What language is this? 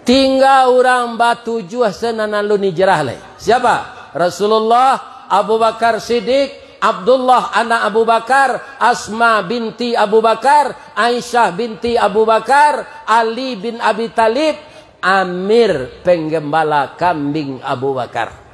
Minangkabau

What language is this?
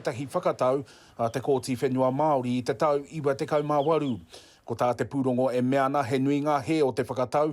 Māori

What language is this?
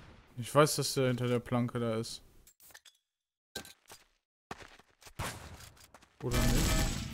German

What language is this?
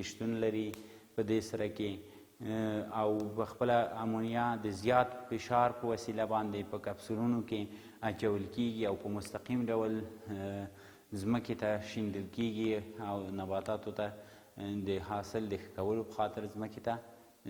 Pashto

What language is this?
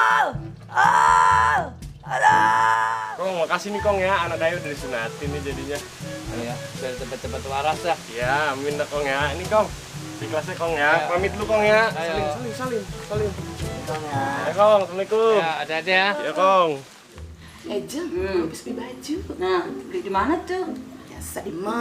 Betawi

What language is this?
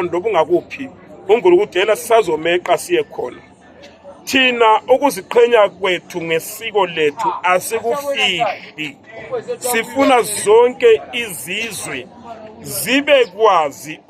Zulu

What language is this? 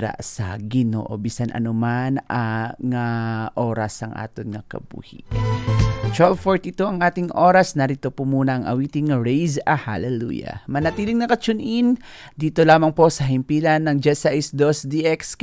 Hiligaynon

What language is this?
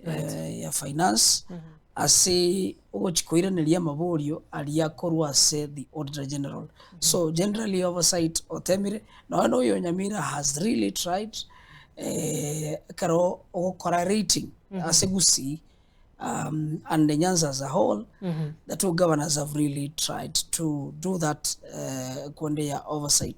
Gusii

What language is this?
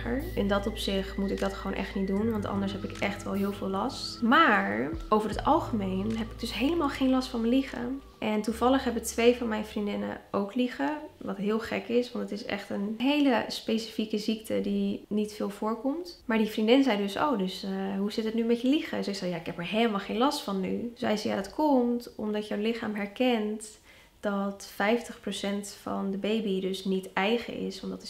Dutch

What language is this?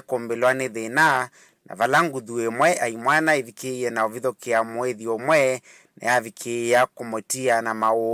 Kamba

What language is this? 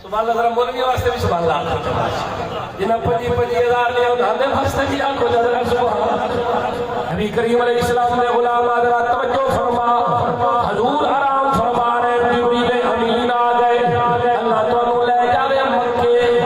Saraiki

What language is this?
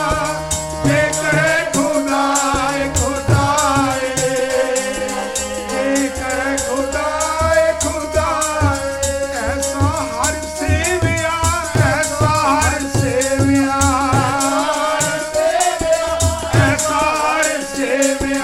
Punjabi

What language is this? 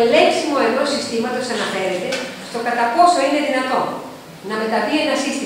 Greek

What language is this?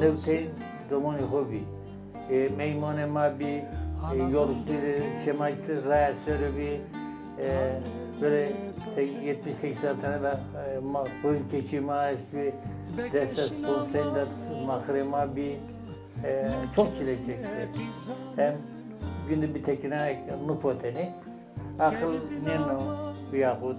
Zaza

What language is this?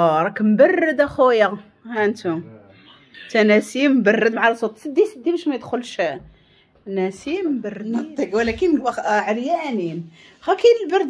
Moroccan Arabic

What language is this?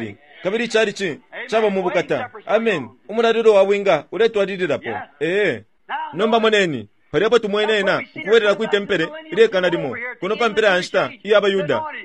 Bemba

